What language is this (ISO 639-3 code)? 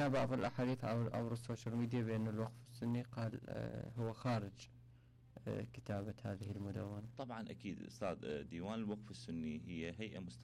acm